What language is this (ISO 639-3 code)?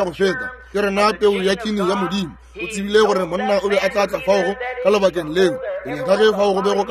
nso